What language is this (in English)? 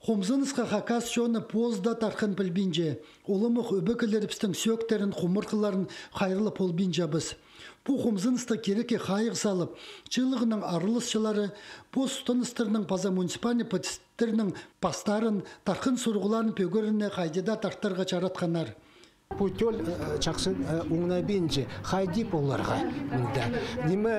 Khakas